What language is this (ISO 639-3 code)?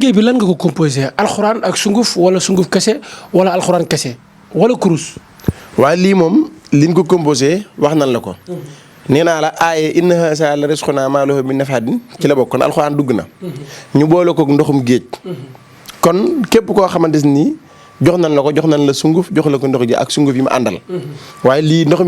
wol